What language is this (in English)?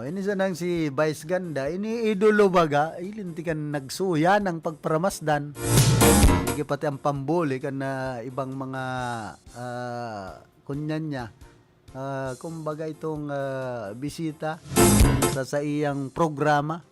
Bikol